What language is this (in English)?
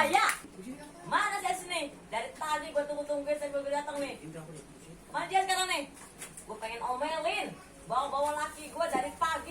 Betawi